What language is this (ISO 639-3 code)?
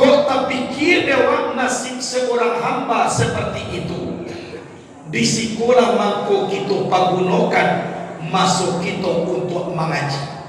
min